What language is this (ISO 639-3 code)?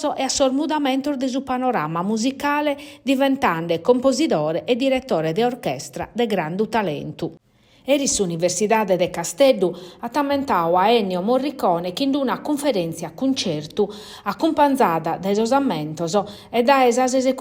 srd